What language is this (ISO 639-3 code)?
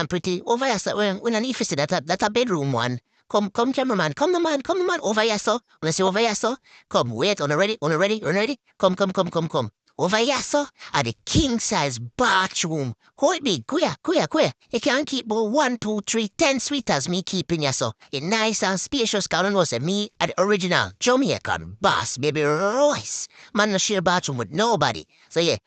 jam